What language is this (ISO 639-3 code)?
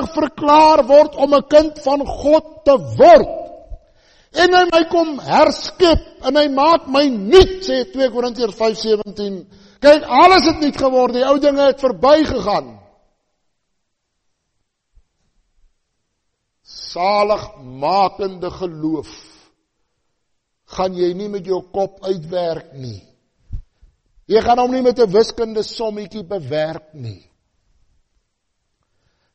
afr